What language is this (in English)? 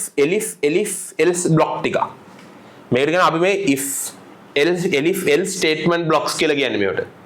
Sinhala